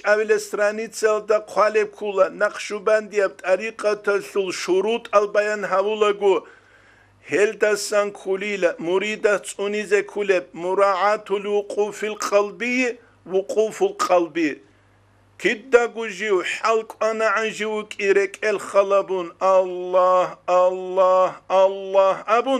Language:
Avaric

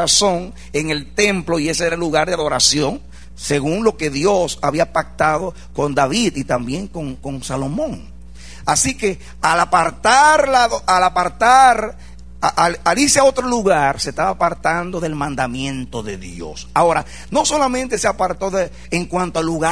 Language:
Spanish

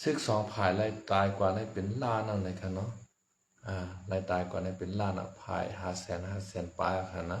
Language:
Shan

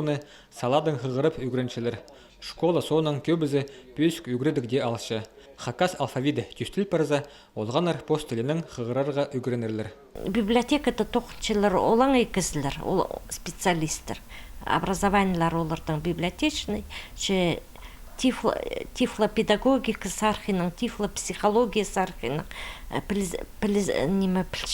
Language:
Khakas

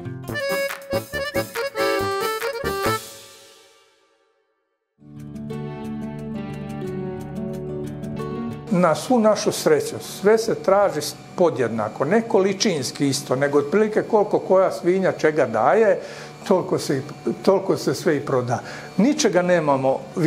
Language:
Serbian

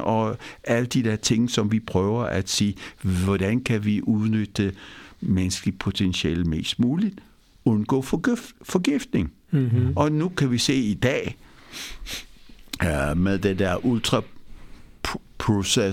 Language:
Danish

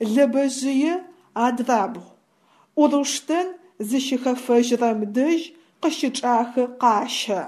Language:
Adyghe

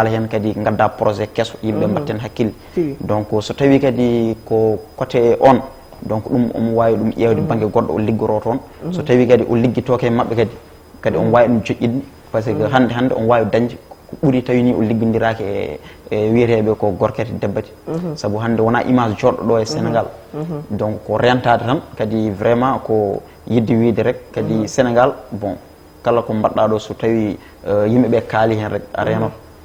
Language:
Fula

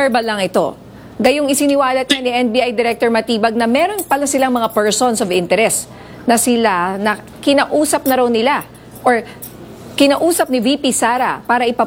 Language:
Filipino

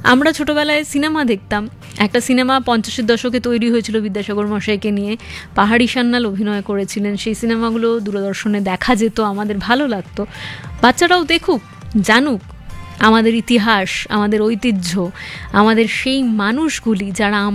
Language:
Bangla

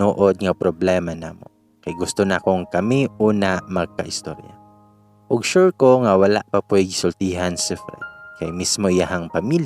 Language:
Cebuano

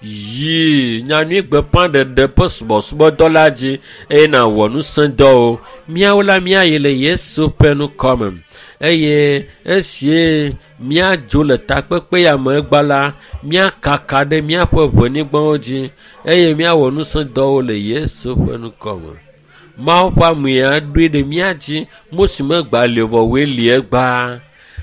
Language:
Ewe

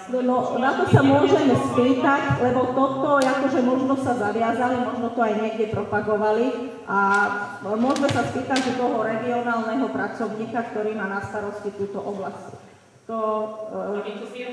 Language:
Slovak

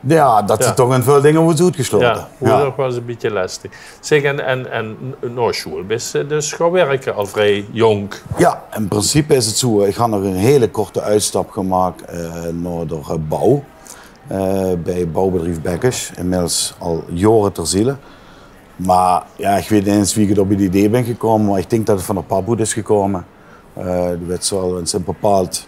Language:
Limburgish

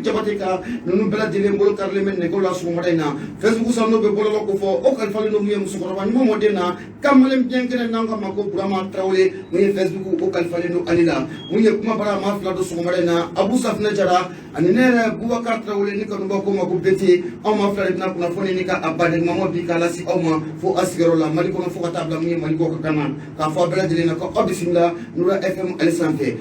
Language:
Bambara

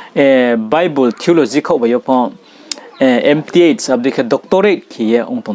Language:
Riang (India)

